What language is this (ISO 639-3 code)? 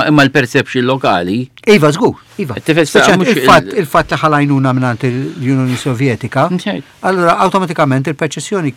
mlt